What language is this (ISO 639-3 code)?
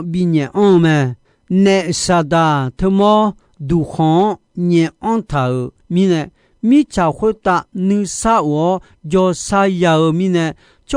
ahk